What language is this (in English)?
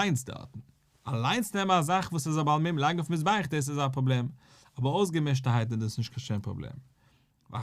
Yiddish